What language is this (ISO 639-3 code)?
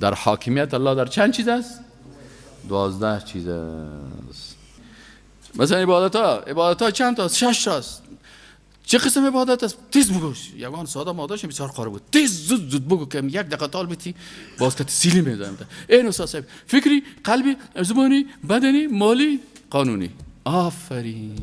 fas